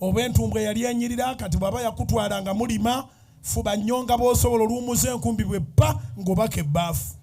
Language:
Ganda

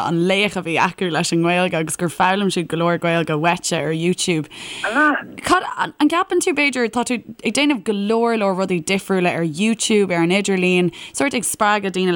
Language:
Irish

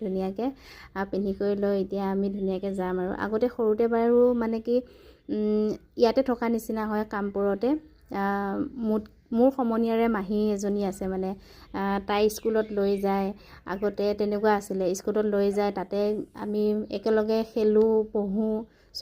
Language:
Assamese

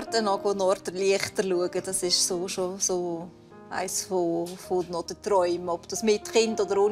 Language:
Romansh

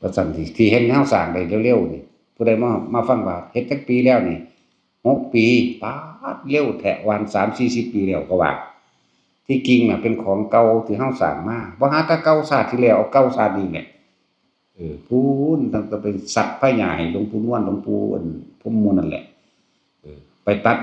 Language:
Northeastern Thai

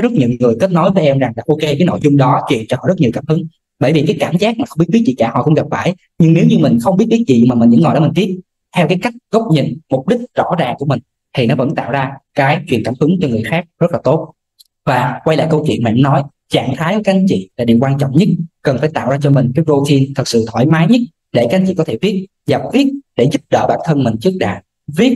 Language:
Vietnamese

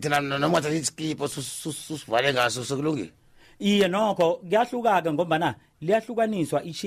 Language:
South Ndebele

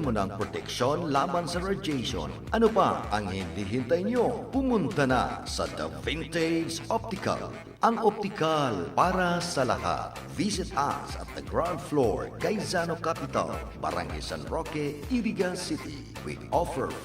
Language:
Bikol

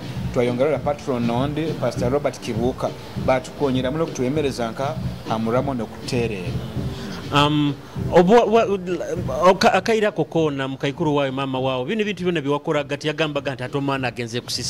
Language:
Nyoro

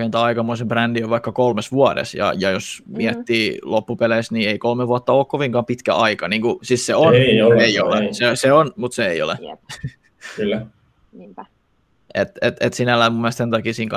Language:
Finnish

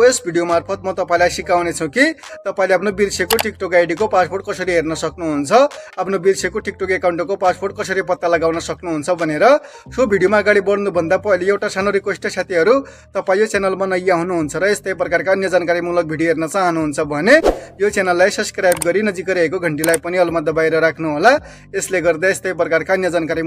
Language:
Nepali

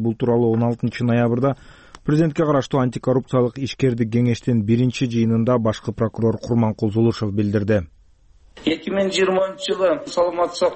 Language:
Kyrgyz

